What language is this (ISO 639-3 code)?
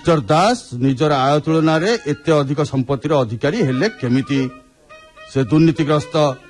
ori